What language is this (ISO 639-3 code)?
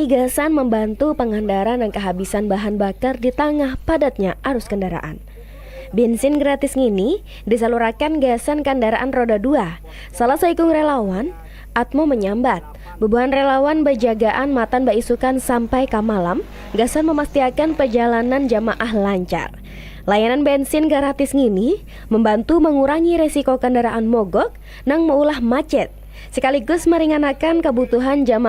bjn